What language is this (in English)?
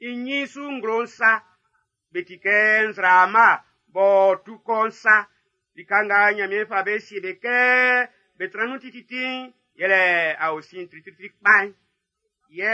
Baoulé